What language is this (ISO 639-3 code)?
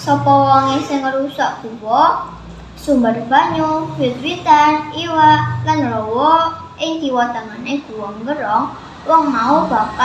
jav